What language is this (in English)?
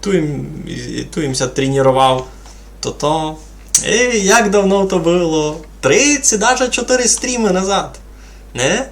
Rusyn